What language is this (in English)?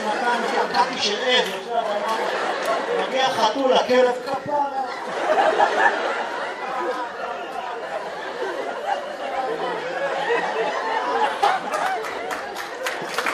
Hebrew